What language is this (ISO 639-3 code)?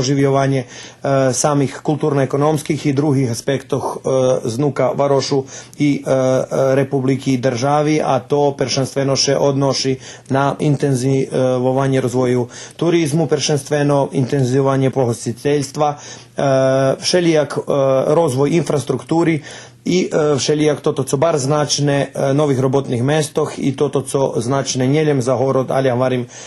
rue